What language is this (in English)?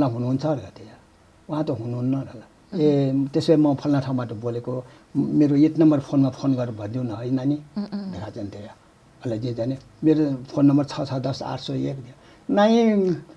Newari